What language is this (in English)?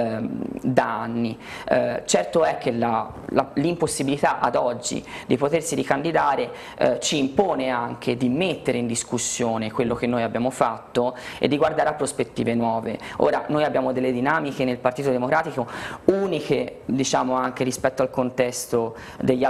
Italian